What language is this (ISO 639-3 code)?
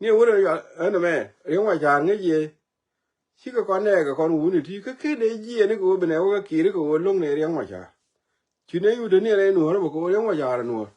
nus